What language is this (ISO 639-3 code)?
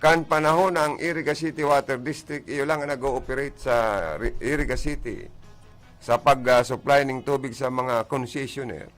bik